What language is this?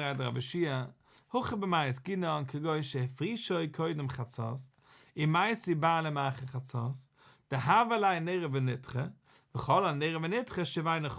Yiddish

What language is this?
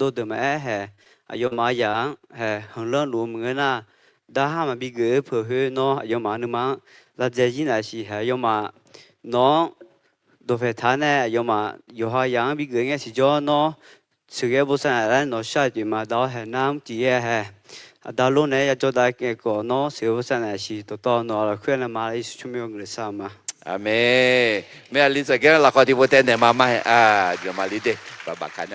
Akha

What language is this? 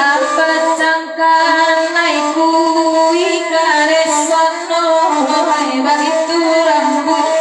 Minangkabau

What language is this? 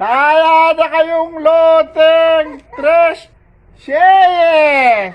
Pampanga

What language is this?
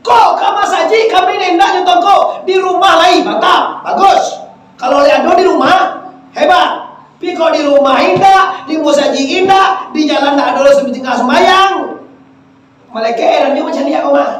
Minangkabau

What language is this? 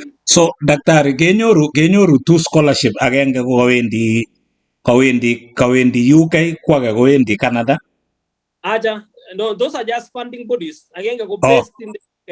Kalenjin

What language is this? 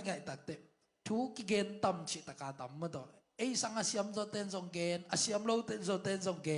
Tedim Chin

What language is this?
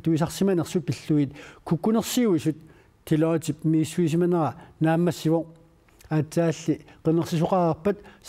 Kalaallisut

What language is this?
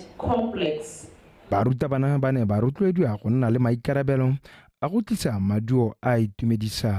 Tswana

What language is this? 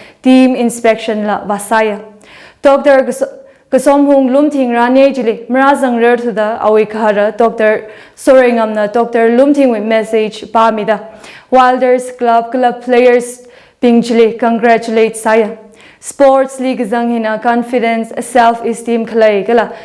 Tangkhul Naga (India)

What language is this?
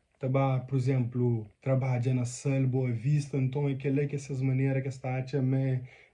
Kabuverdianu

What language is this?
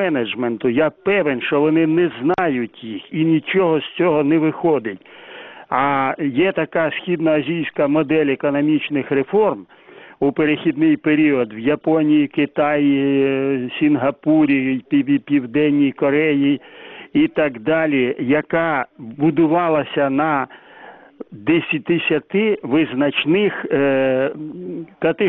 Ukrainian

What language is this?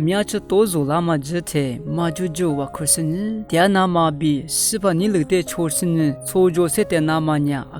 Lisu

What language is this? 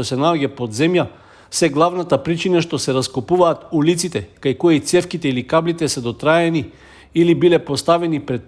Macedonian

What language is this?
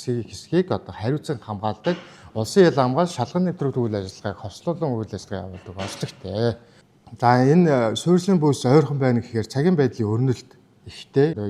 Mongolian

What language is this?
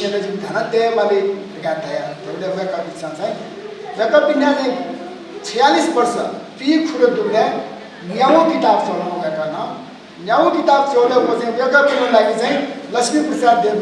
Newari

